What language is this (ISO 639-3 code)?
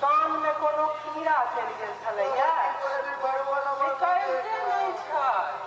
mai